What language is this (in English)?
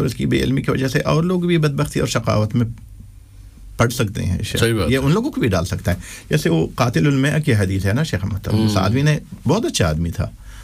Urdu